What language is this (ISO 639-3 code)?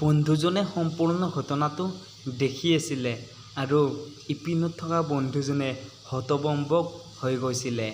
asm